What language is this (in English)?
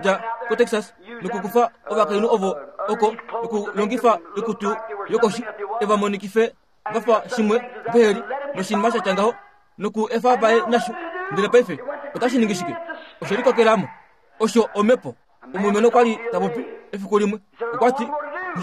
Kuanyama